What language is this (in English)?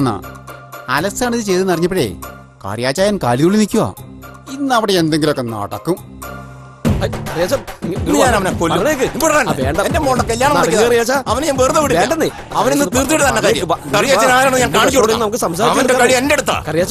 Malayalam